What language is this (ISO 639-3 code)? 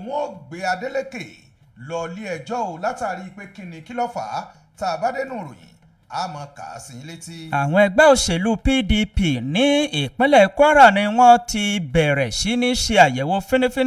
yor